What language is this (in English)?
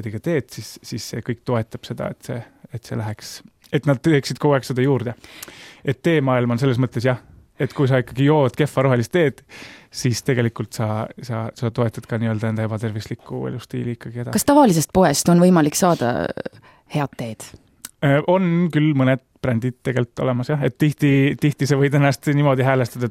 Estonian